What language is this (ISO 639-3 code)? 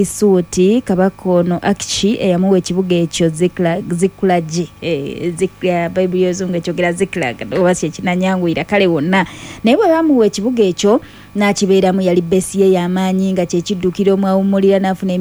lug